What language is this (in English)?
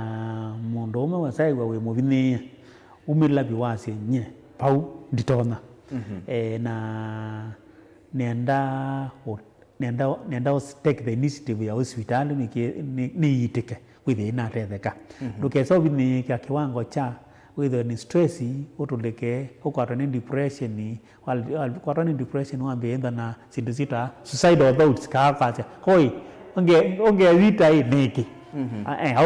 Kamba